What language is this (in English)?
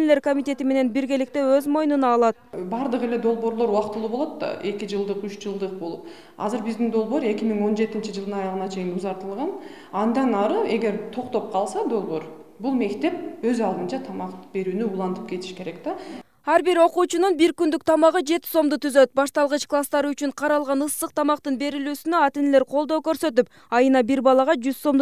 Kyrgyz